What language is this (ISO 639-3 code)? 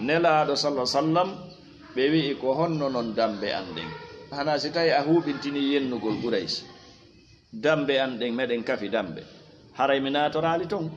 ful